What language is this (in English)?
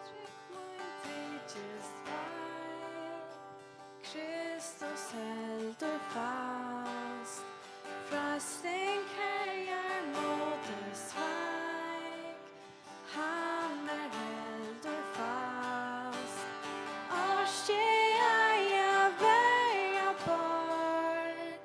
Faroese